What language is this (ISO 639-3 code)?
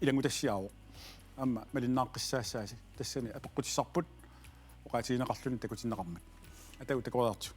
kal